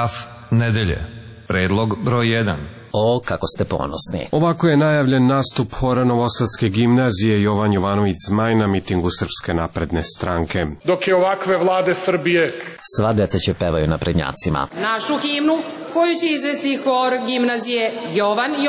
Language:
Serbian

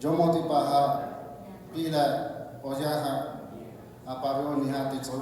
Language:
Lahu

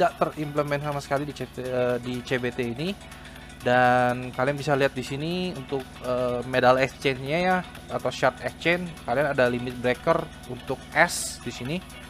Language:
Indonesian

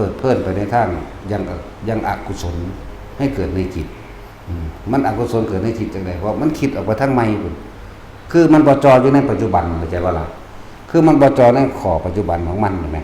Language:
Northeastern Thai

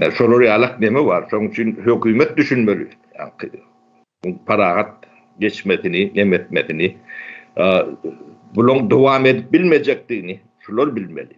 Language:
Turkmen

